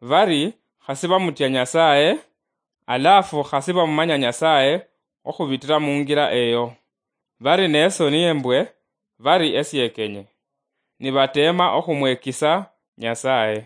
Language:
Luyia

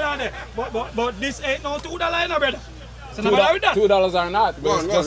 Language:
Jamaican Creole English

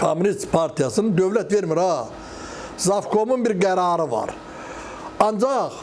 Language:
Azerbaijani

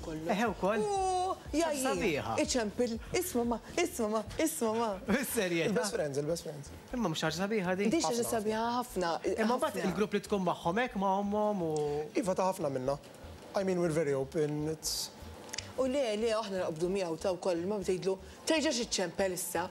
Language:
Maltese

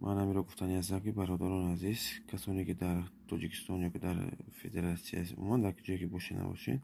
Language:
Tajik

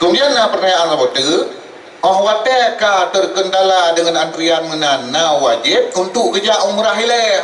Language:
Achinese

